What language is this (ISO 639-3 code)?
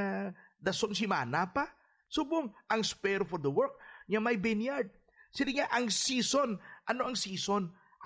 hil